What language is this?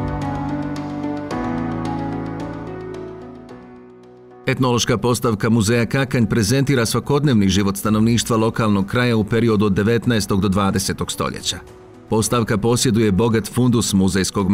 Bosnian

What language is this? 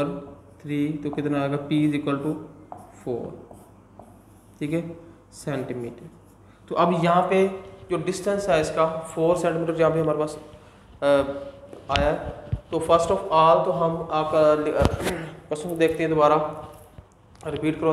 Hindi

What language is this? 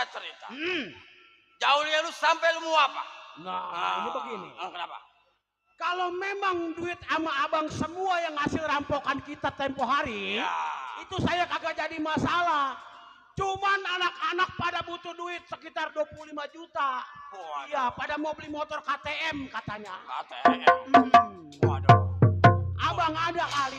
Betawi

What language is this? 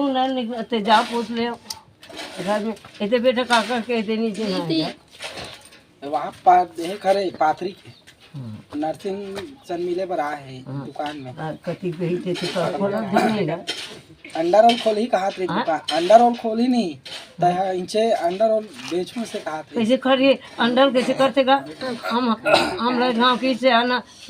Chhattisgarhi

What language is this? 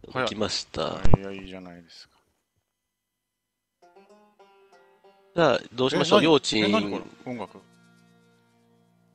Japanese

